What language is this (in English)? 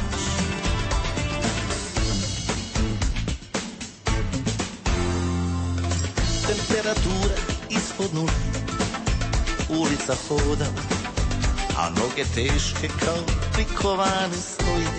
Croatian